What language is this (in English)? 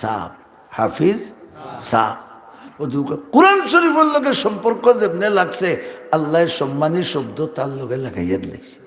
Sylheti